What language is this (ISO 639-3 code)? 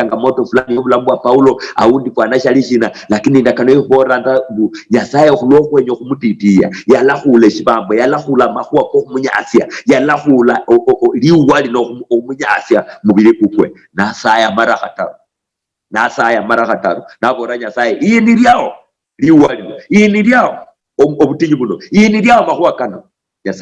luy